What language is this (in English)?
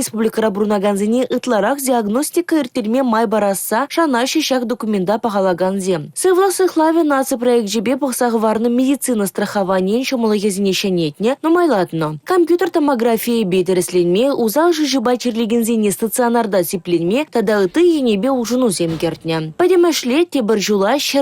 Chuvash